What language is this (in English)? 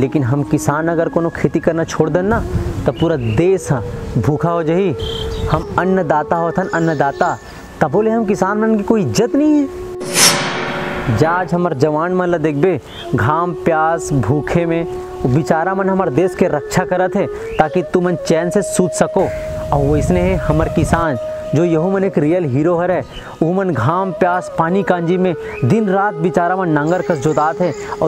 Chhattisgarhi